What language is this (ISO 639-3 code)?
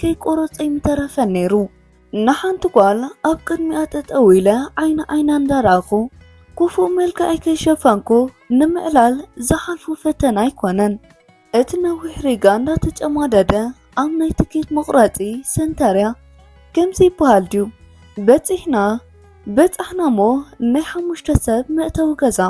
tir